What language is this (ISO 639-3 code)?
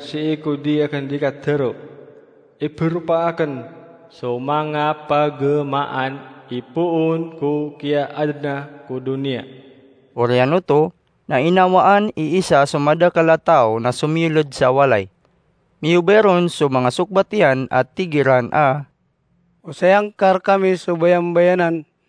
mrw